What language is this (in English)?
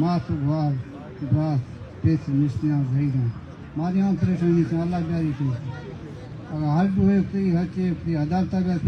Baluchi